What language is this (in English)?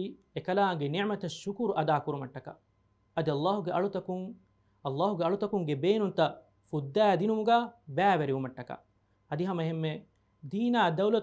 Divehi